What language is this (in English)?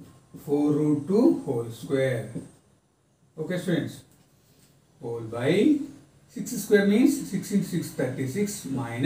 Telugu